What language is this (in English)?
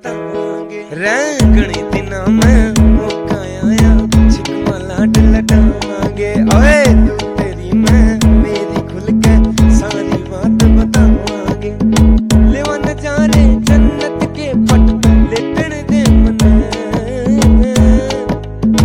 Haryanvi